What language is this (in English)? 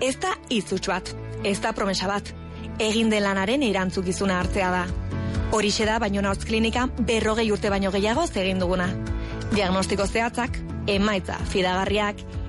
Basque